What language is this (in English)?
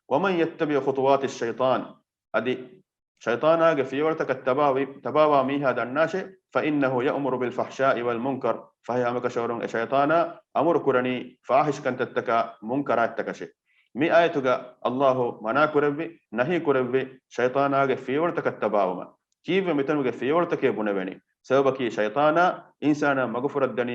Divehi